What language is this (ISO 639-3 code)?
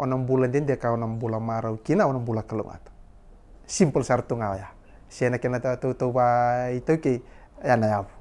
fij